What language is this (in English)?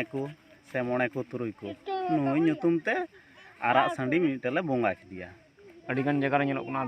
Santali